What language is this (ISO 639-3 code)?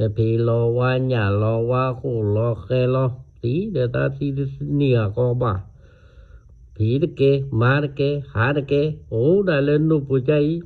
ksw